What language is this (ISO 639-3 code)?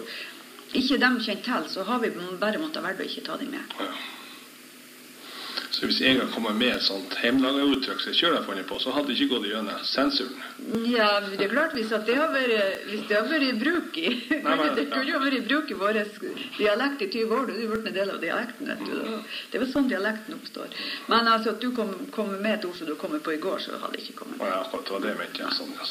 nor